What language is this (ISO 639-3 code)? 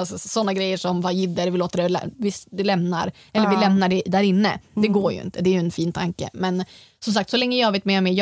swe